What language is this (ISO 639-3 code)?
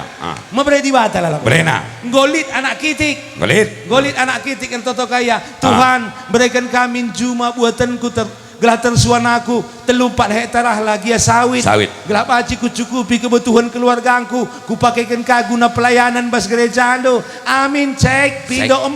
btx